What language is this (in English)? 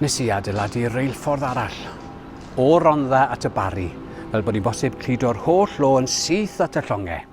Welsh